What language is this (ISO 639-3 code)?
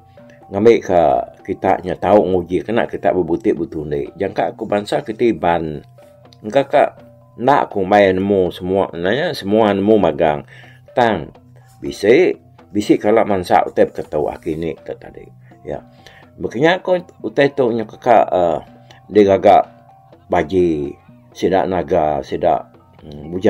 iba